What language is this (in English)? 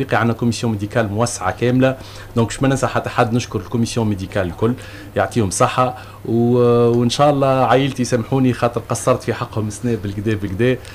Tunisian Arabic